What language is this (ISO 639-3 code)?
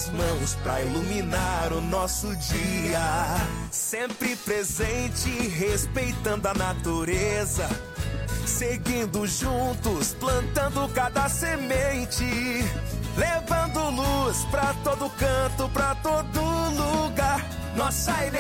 por